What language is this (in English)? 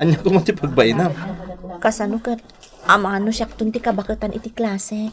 Iloko